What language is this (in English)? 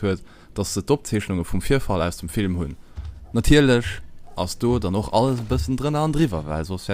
Luxembourgish